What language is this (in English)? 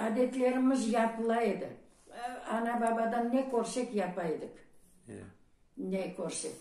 Crimean Tatar